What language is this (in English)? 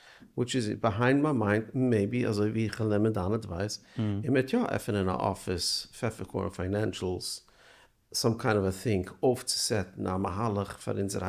Yiddish